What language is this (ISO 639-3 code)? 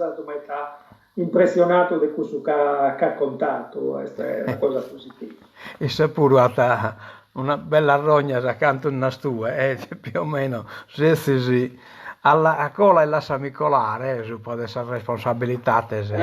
srd